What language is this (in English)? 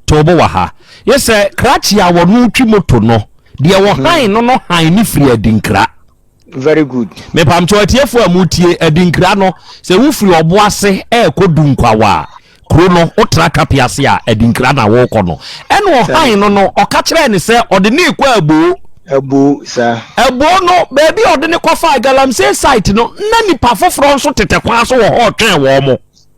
Akan